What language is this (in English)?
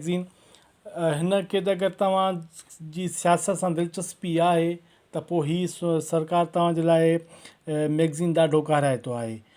Sindhi